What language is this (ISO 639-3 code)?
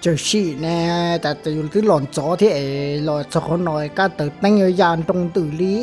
hmn